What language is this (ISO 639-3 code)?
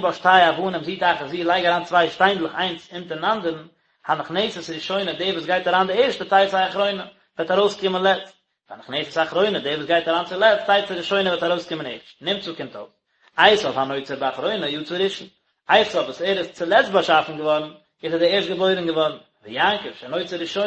yid